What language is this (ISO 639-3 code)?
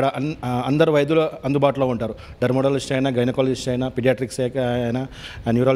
tel